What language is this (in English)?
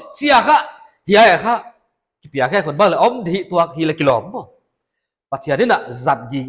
Paite Chin